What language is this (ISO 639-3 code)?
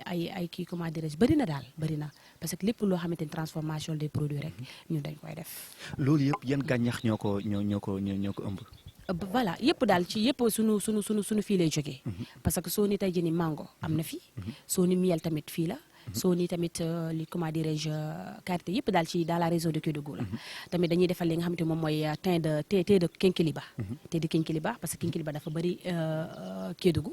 wol